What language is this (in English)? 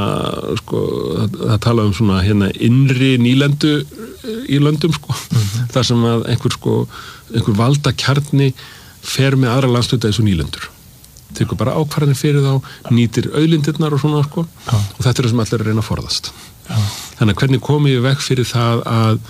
Icelandic